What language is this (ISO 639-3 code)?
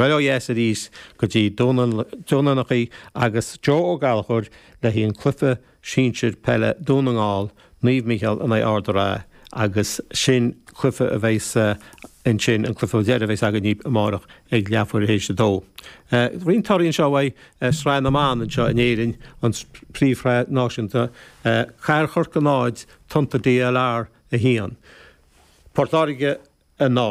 gle